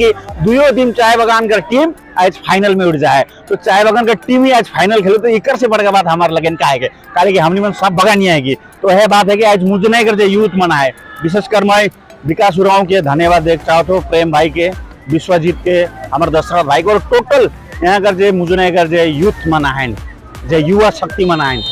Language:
Sadri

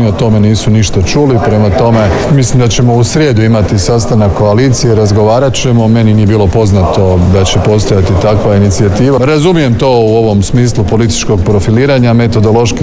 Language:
Croatian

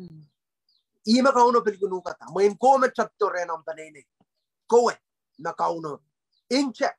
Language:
Pohnpeian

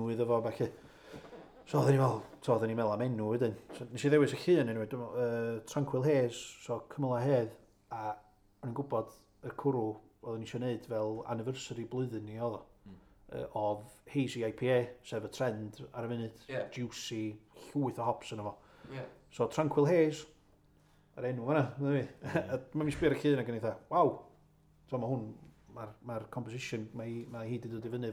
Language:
Welsh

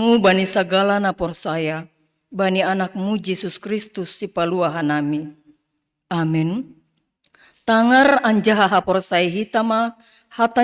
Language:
Batak Simalungun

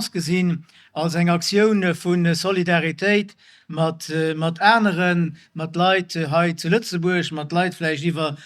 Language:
Luxembourgish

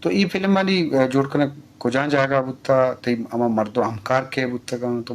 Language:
Eastern Balochi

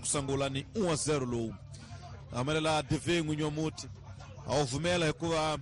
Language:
Tsonga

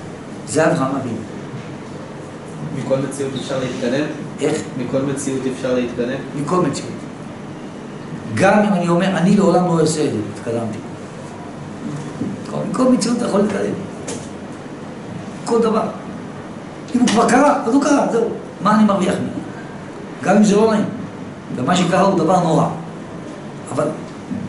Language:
Hebrew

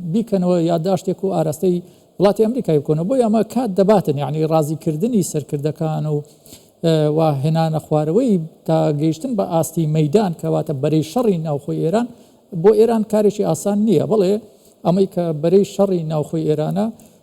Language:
Central Kurdish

